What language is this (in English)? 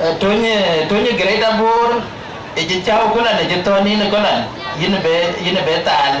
Dinka